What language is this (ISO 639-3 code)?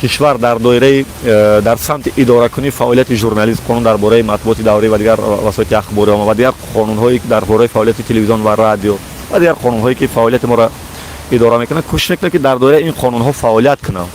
tgk